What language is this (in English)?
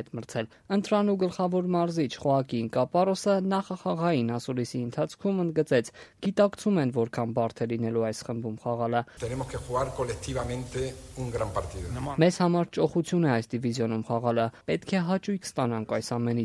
Armenian